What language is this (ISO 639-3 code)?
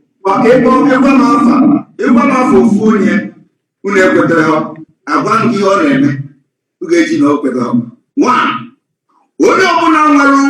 ibo